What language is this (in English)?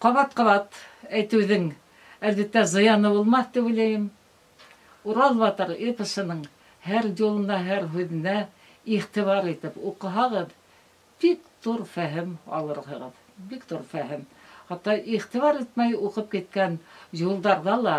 Bashkir